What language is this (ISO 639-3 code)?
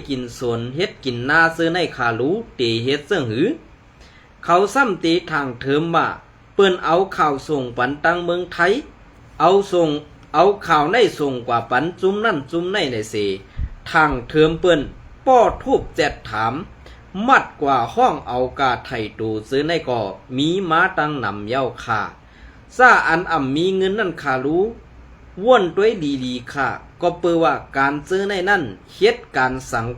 shn